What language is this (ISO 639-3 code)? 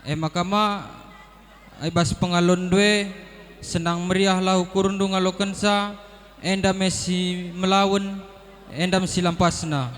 btx